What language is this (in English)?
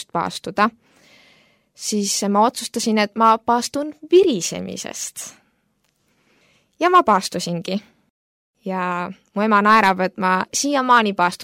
Estonian